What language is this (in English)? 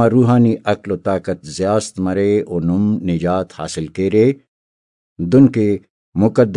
Brahui